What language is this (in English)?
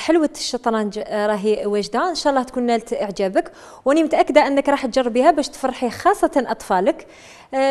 Algerian Arabic